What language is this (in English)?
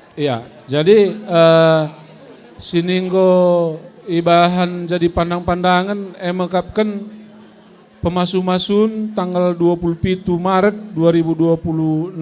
Batak Karo